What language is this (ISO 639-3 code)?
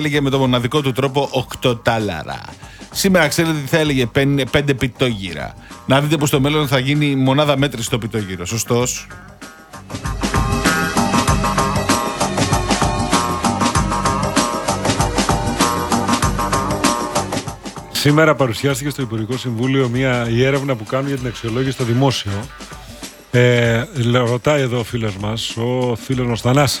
ell